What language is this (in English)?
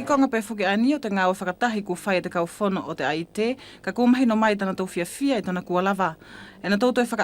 Wallisian